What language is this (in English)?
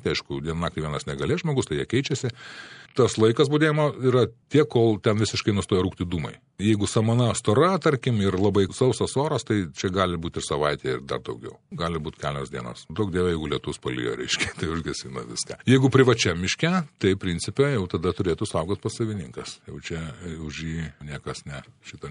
Lithuanian